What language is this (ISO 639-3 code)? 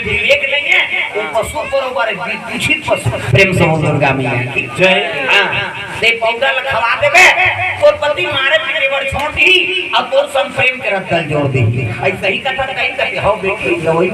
hne